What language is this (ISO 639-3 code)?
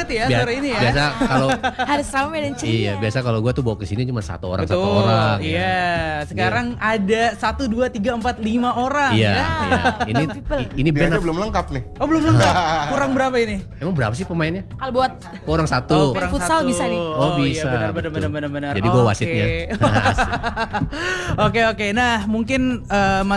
ind